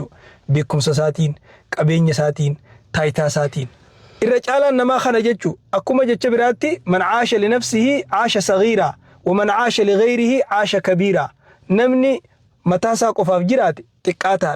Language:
Oromo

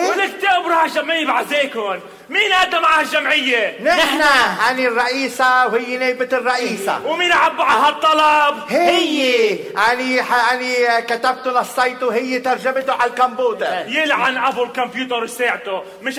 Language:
North Levantine Arabic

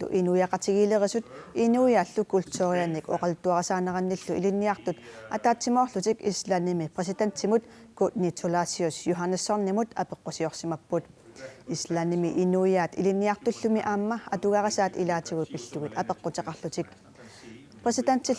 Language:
Kalaallisut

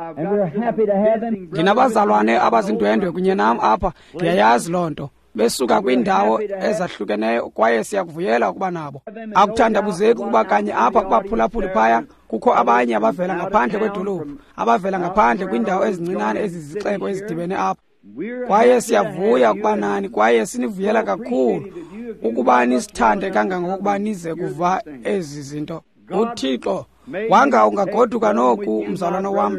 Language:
Xhosa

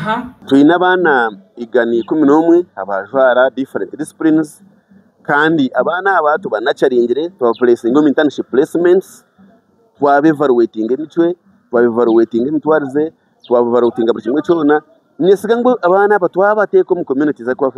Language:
Nyankole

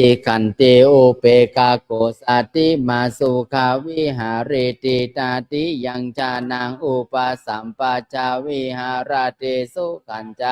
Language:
Pali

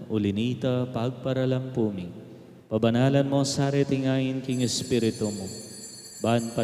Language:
Pampanga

